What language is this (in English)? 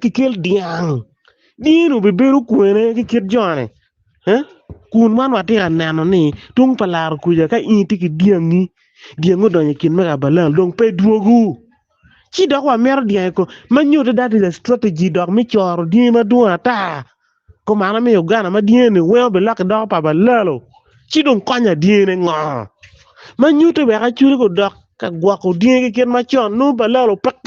Acoli